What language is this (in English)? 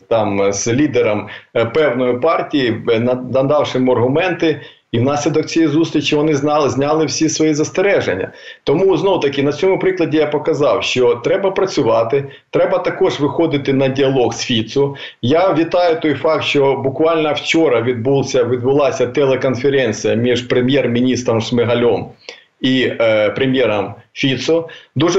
Ukrainian